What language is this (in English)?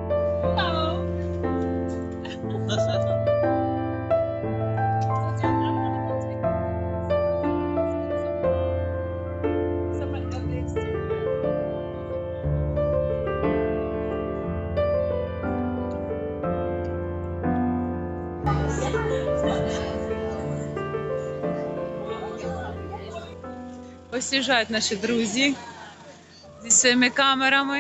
Ukrainian